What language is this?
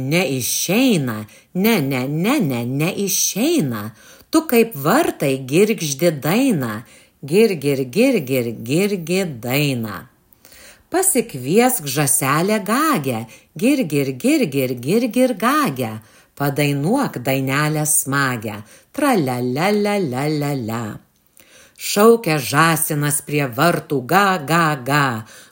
Lithuanian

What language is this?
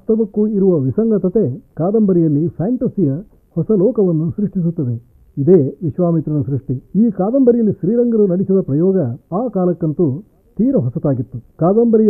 Kannada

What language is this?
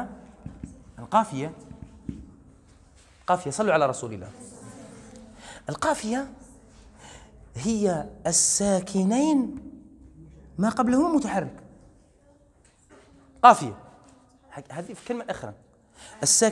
Algerian Arabic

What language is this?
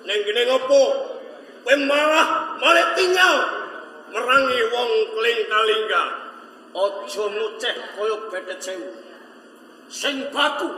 Javanese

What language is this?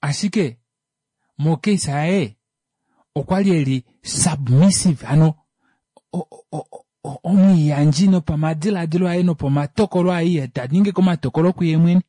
Kuanyama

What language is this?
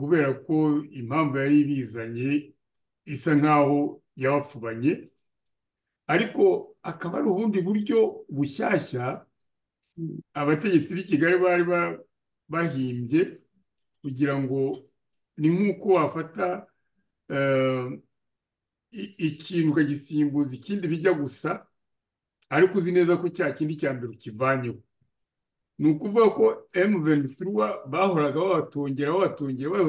Kinyarwanda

